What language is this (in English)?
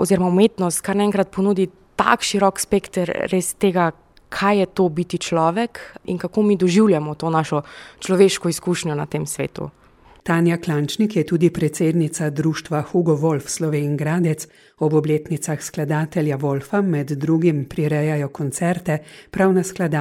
Slovenian